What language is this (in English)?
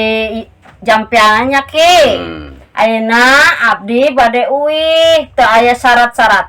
Sundanese